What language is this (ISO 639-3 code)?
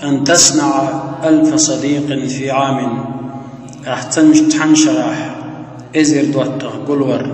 che